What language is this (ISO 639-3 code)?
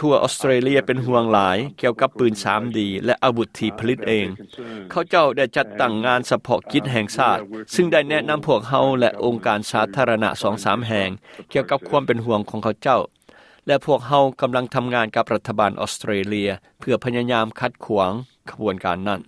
lao